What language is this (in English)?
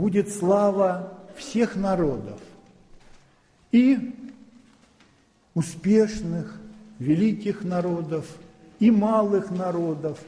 Russian